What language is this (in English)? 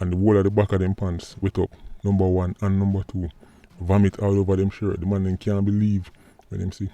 Jamaican Creole English